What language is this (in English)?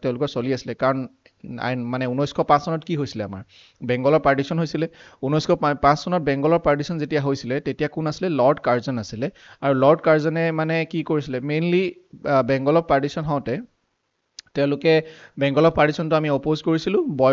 Assamese